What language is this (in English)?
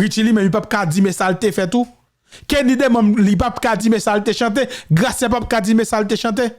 Haitian Creole